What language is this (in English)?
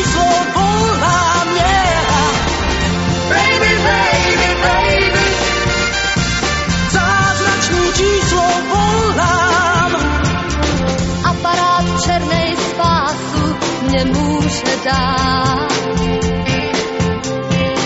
Czech